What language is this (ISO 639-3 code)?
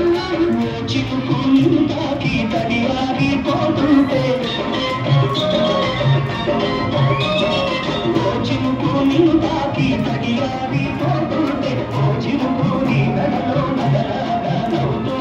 tel